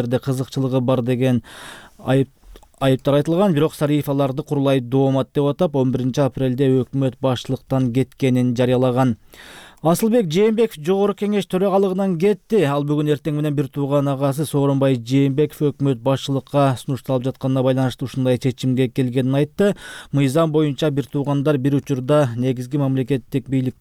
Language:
Kyrgyz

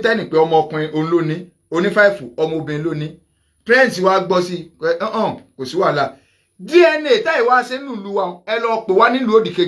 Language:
Yoruba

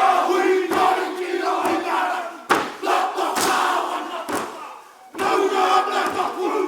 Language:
Māori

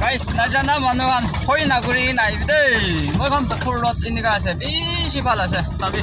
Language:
Naga Pidgin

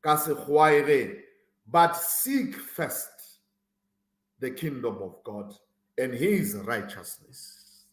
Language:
Southern Sotho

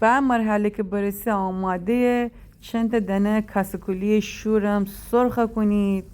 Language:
Gilaki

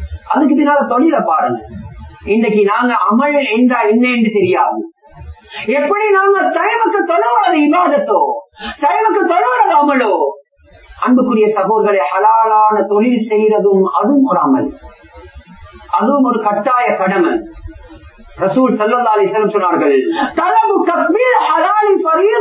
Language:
Tamil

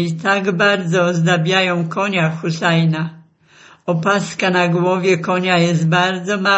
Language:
Polish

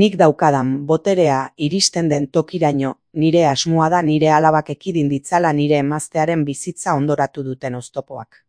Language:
Basque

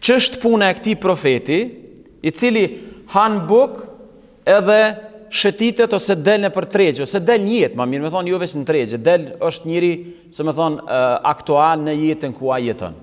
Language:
Albanian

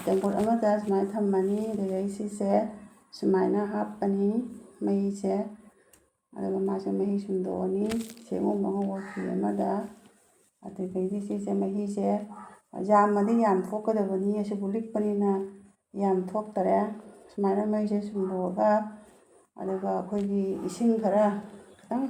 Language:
Manipuri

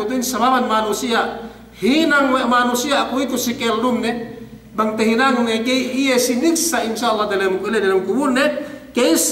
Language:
Yakan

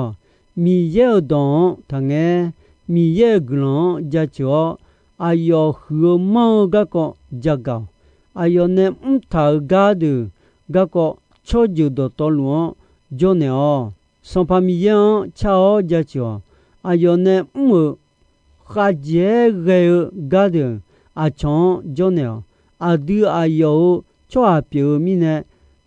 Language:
Akha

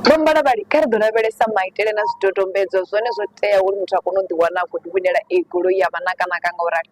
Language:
Venda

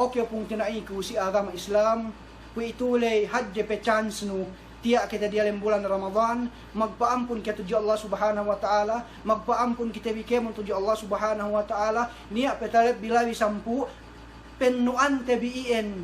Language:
Yakan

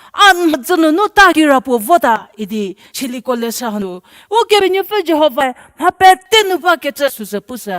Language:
Angami Naga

